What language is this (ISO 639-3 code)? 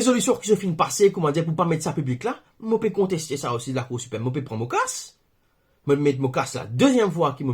mfe